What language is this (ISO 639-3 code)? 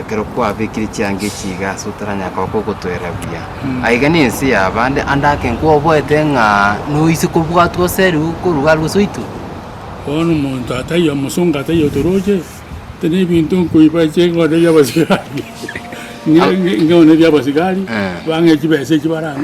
guz